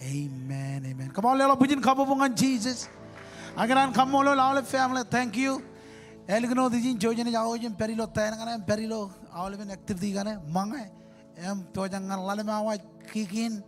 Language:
Marshallese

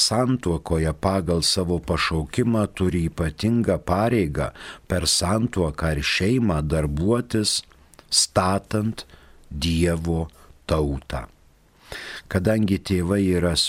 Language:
Lithuanian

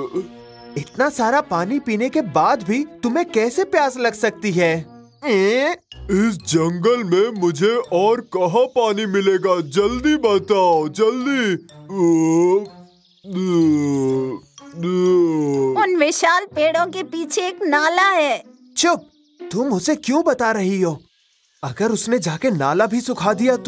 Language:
Hindi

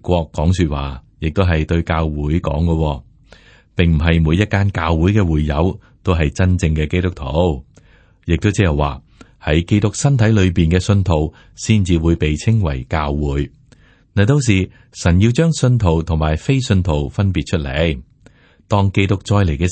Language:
Cantonese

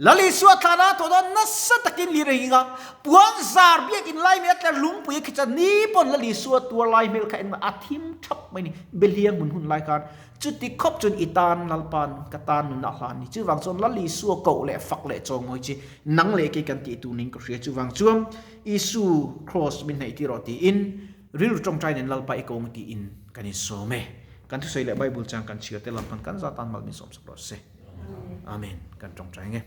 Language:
Mizo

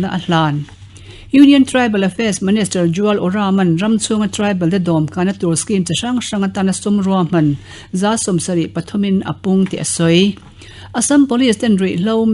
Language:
Mizo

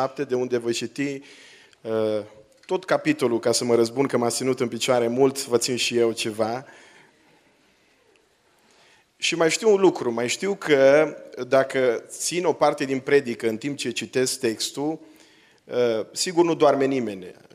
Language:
Romanian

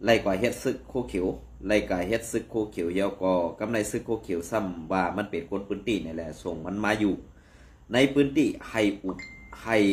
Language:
Shan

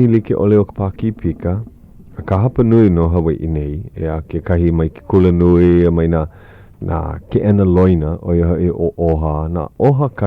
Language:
Hawaiian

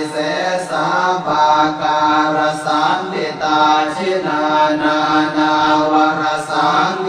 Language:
Pali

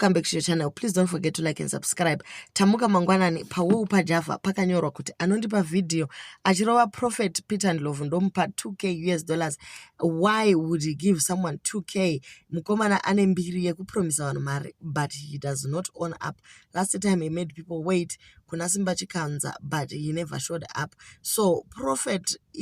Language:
Shona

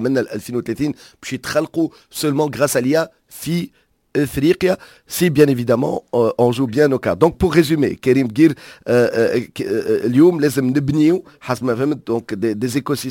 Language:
Tunisian Arabic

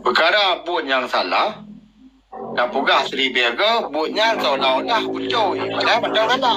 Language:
Achinese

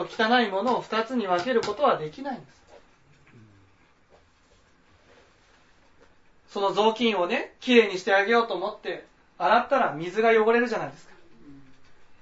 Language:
Japanese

